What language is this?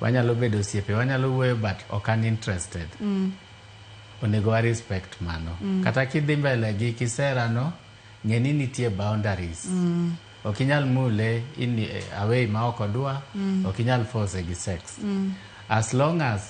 Luo (Kenya and Tanzania)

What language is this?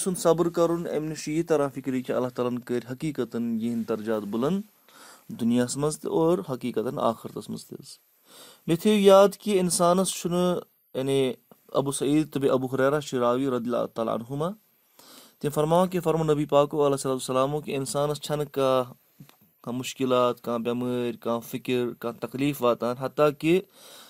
Kashmiri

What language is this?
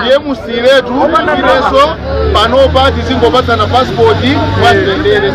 Nyanja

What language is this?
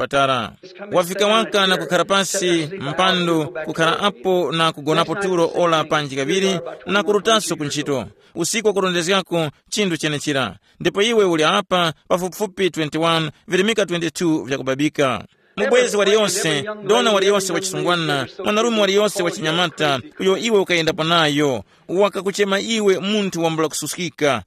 Tumbuka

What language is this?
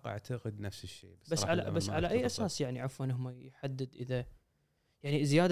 Gulf Arabic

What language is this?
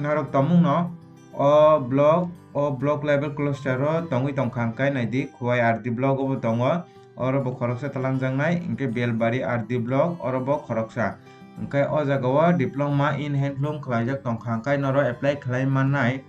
Kok Borok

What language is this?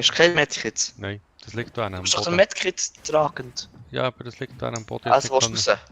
Swiss German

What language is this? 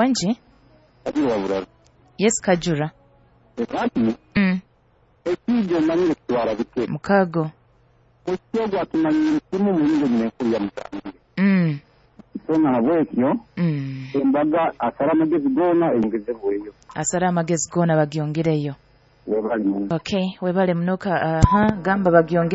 Nyoro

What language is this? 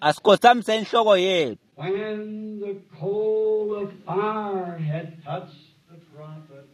Swati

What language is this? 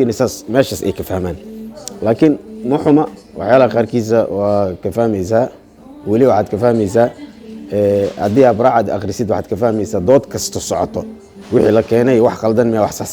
Somali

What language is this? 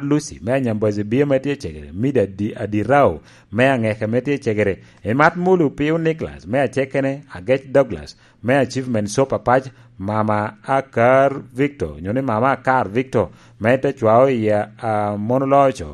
Lango (Uganda)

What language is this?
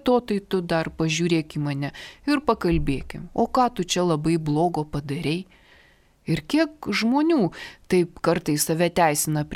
Lithuanian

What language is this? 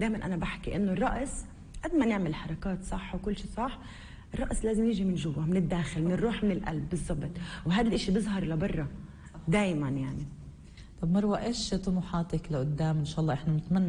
North Levantine Arabic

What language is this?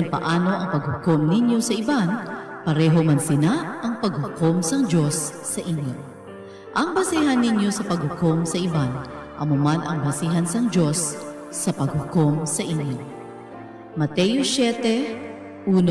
Hiligaynon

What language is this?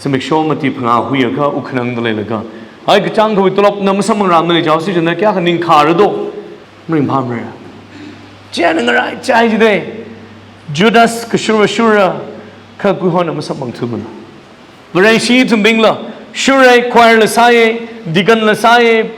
Tangkhul Naga (India)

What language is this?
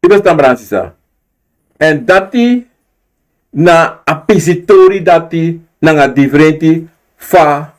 Sranan Tongo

